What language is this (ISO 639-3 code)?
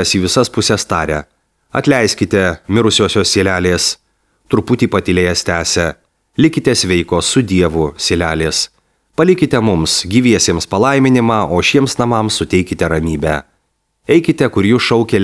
lit